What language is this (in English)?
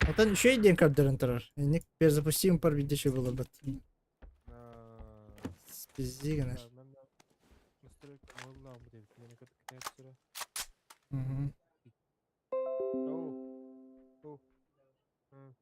Yakut